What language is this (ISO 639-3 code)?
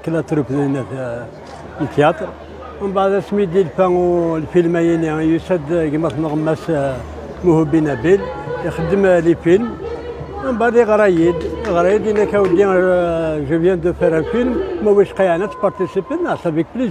kab